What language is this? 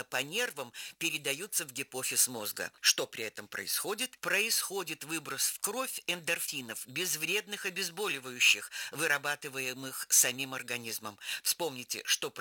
Russian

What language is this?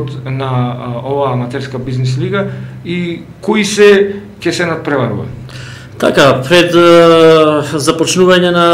Macedonian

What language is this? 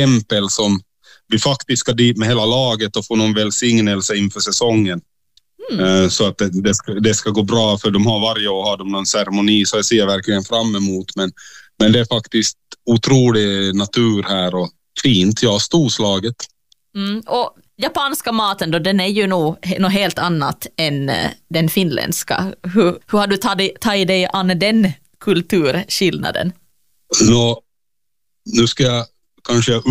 Swedish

